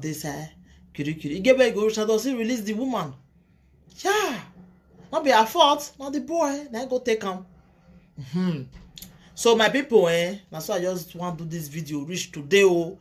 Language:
Nigerian Pidgin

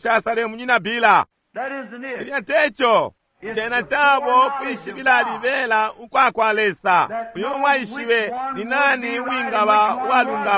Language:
Bemba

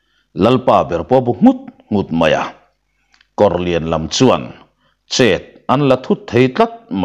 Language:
Mizo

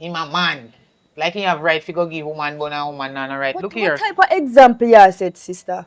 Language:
Jamaican Creole English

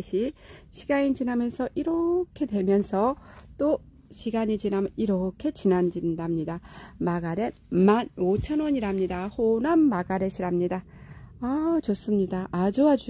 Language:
Korean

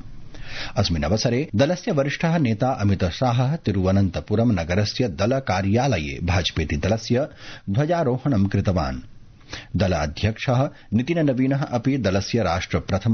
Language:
Sanskrit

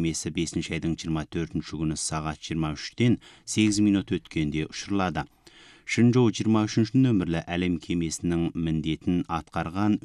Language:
Kazakh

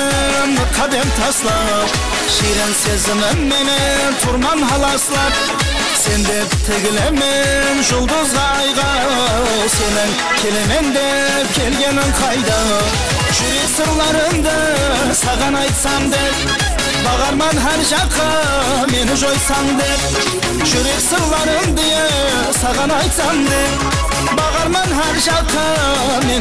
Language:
Kara-Kalpak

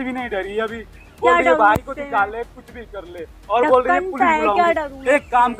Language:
Hindi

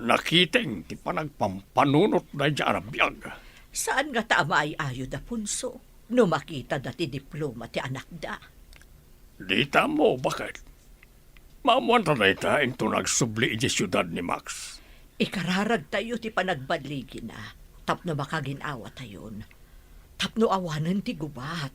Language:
Iloko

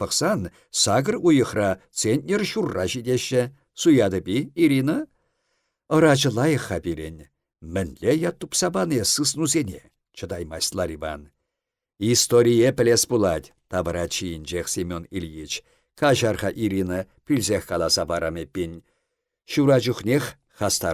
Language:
Chuvash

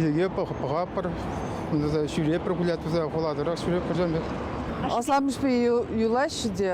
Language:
Chuvash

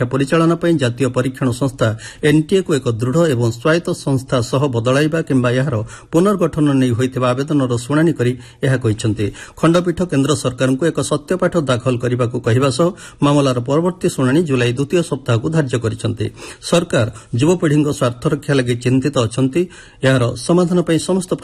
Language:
Odia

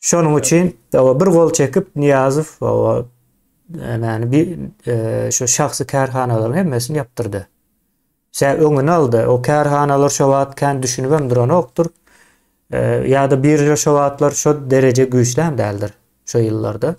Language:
Turkmen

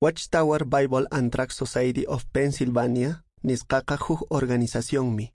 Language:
Quechua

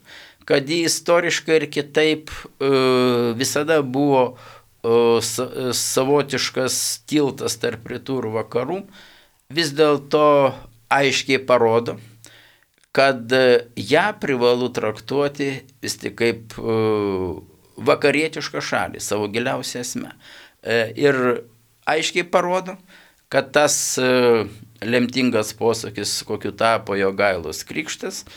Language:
Lithuanian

